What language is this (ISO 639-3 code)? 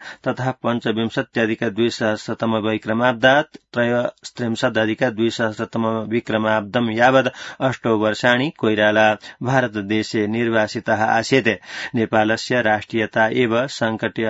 san